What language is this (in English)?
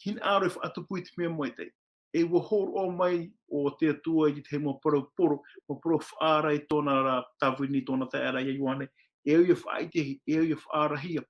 Tahitian